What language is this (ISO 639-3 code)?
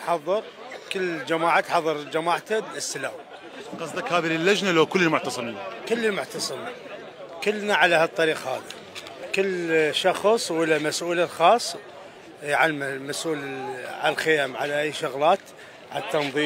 acm